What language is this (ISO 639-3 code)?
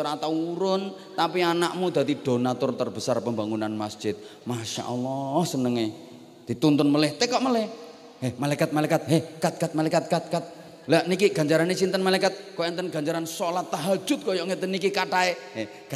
jav